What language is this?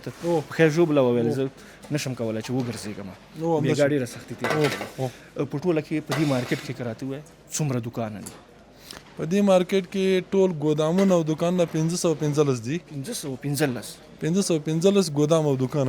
Pashto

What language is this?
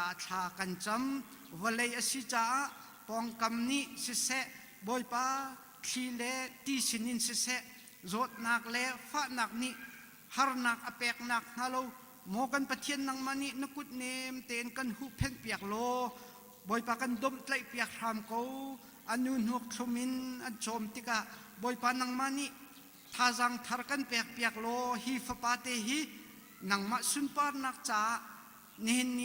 Hakha Chin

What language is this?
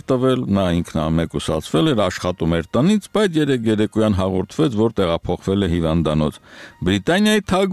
Armenian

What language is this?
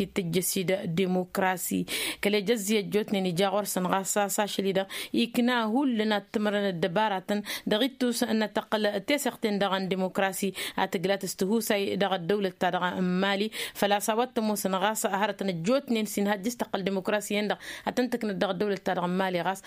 Tamasheq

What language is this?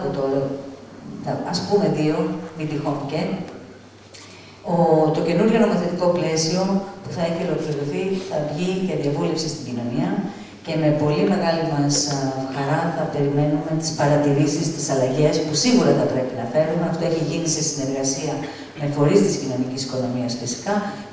Greek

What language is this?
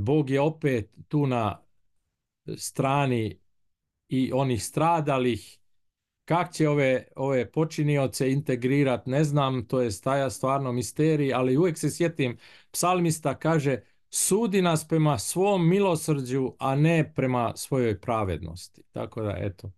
Bosnian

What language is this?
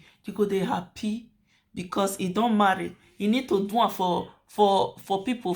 Nigerian Pidgin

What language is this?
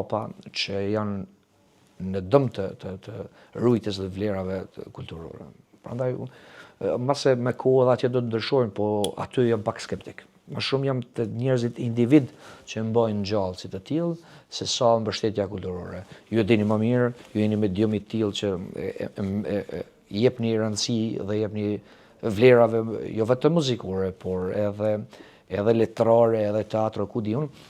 Albanian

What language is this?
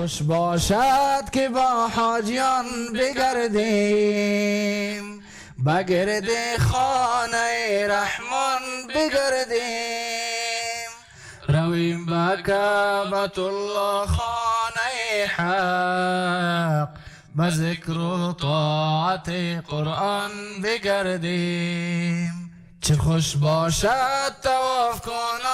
Persian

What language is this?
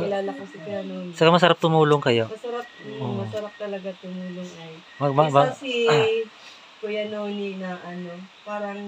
Filipino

